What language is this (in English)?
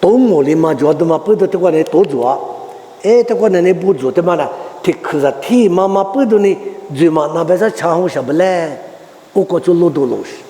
Lisu